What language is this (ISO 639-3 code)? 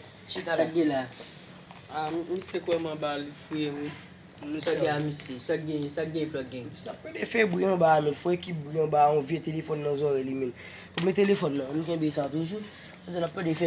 hat